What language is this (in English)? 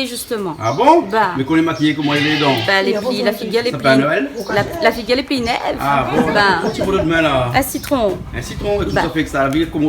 Réunion Creole French